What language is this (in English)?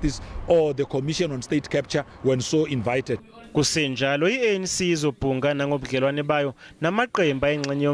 Zulu